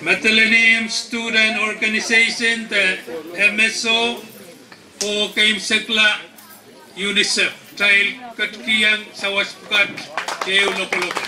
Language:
Pohnpeian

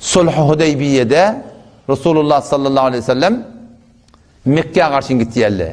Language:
Turkmen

